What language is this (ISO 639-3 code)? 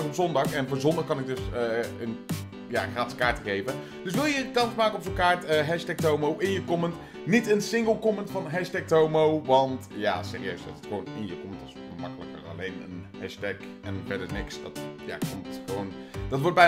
nld